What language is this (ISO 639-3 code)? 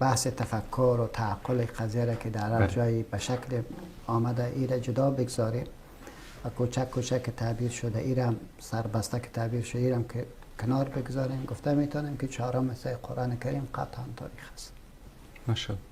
fas